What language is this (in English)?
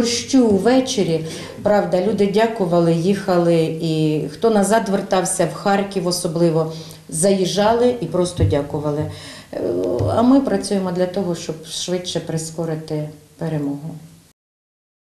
Ukrainian